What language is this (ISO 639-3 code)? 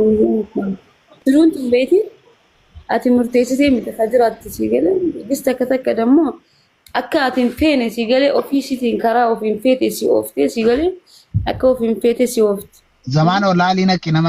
orm